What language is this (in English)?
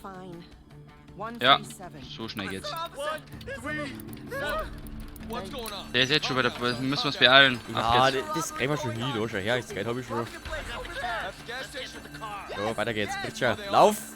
Bavarian